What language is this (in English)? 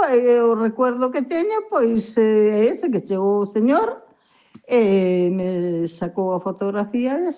Galician